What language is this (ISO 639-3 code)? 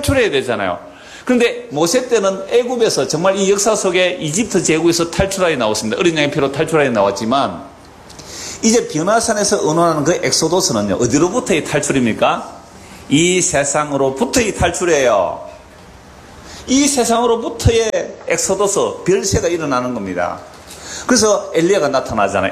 kor